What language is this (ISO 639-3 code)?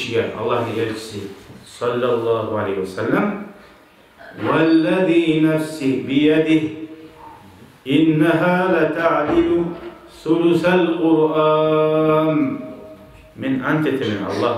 kum